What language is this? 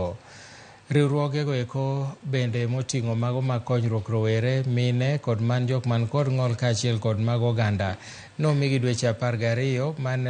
Luo (Kenya and Tanzania)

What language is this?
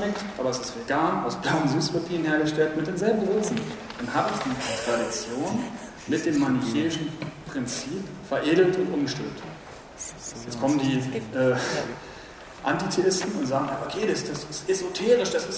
German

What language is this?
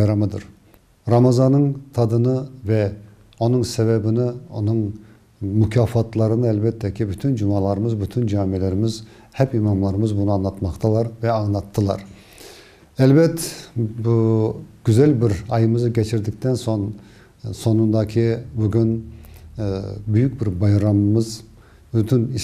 Crimean Tatar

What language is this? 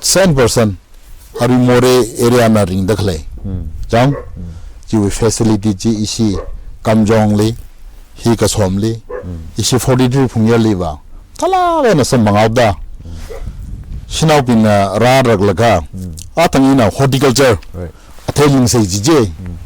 Tangkhul Naga (India)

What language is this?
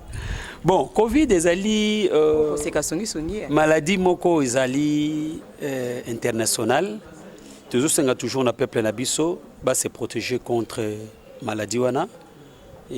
Lingala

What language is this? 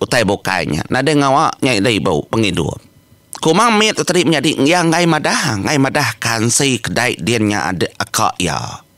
Iban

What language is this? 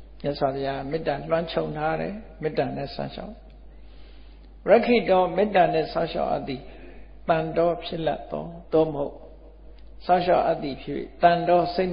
Burmese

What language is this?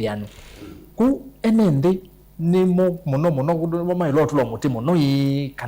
Kamba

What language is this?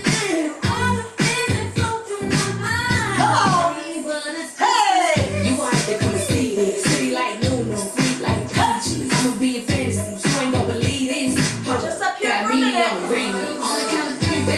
English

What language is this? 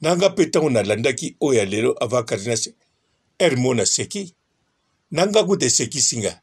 Lingala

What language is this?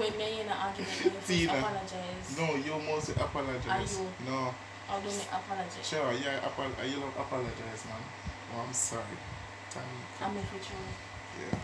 Jamaican Creole English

